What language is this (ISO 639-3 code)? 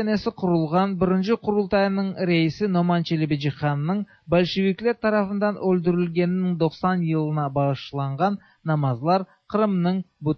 tat